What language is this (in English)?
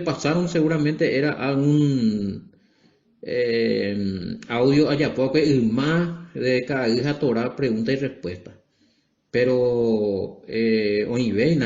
Guarani